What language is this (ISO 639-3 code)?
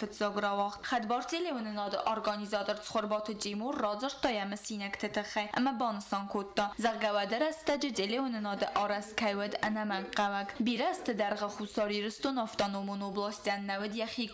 oss